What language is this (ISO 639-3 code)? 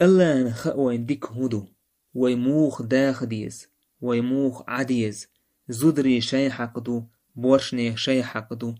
che